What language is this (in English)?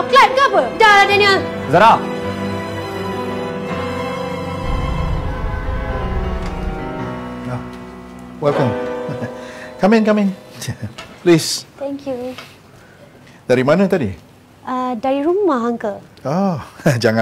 Malay